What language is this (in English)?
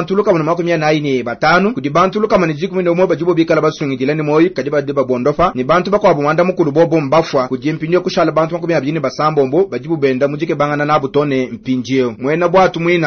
Luba-Lulua